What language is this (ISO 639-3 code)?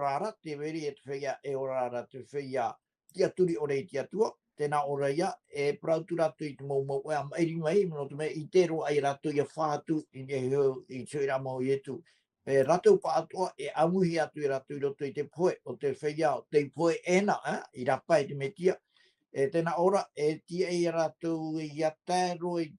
tah